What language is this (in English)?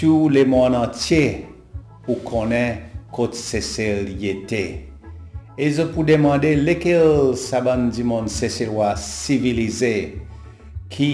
Seselwa Creole French